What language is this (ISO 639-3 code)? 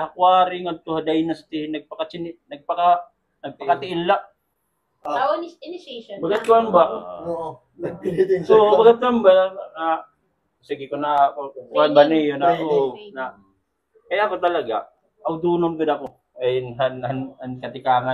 war